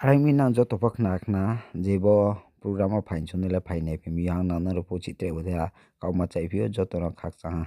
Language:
Riang (India)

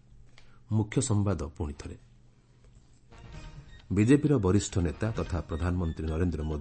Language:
Odia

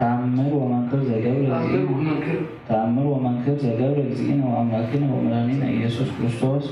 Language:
Geez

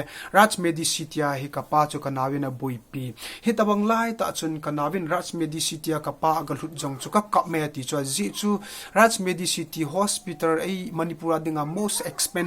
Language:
Thado Chin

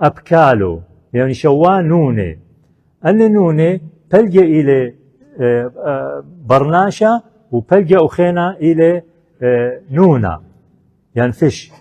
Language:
Assyrian Neo-Aramaic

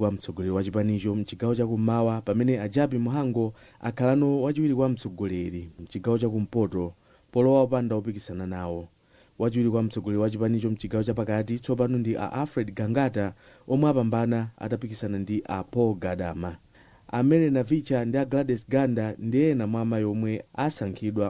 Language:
Nyanja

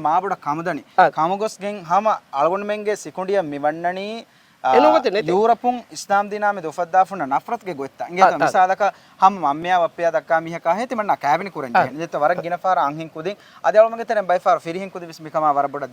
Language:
Divehi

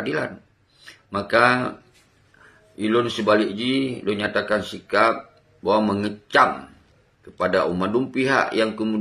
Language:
Achinese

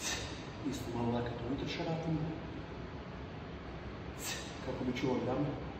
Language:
Croatian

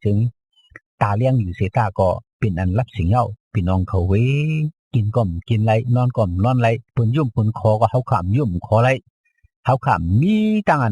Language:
Shan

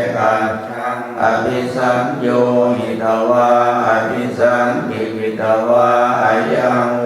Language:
Pali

